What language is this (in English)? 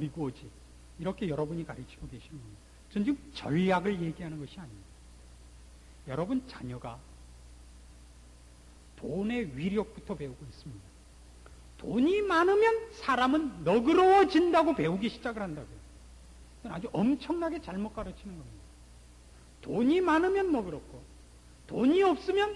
Korean